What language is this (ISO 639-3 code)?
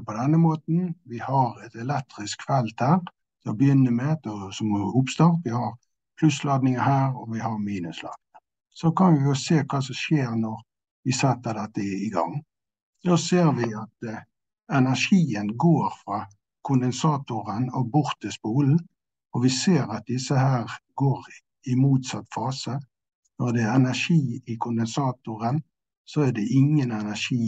nor